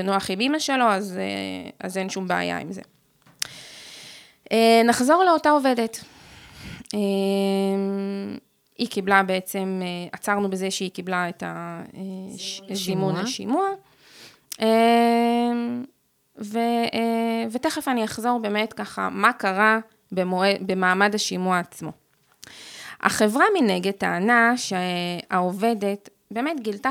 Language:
Hebrew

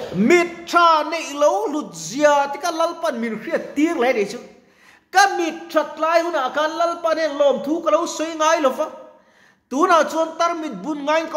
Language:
Mizo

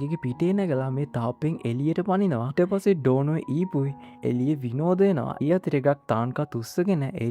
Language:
Sinhala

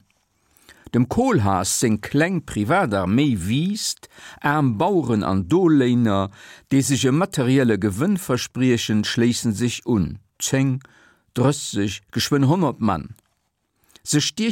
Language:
Luxembourgish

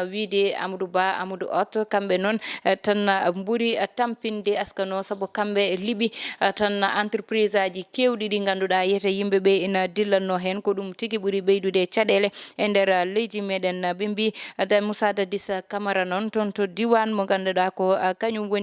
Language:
Fula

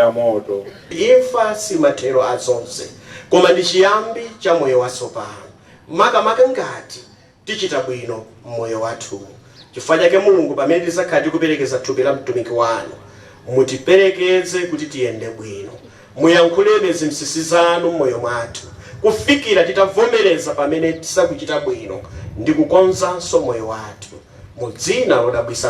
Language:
Nyanja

